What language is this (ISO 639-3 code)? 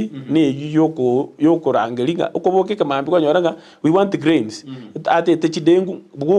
guz